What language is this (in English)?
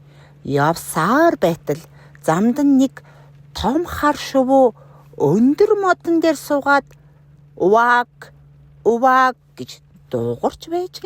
Mongolian